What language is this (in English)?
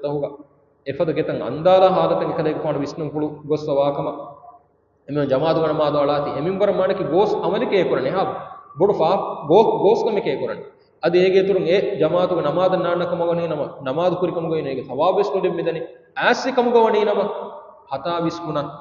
Divehi